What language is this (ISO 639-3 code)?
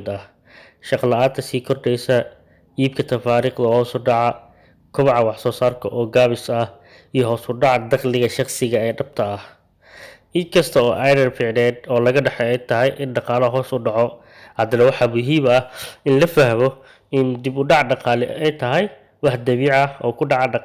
som